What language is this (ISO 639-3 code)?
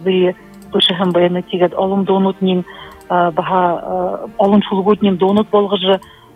bua